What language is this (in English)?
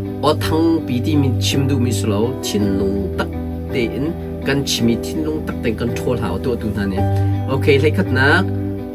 Hakha Chin